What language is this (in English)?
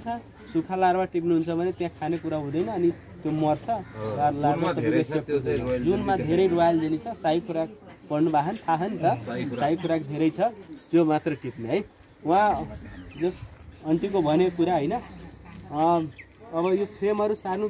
Nepali